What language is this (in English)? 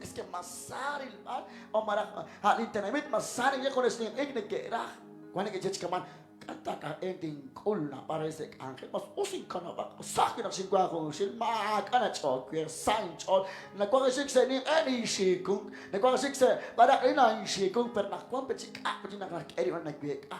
Kekchí